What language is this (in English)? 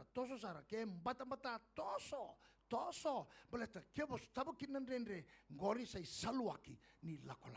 Fijian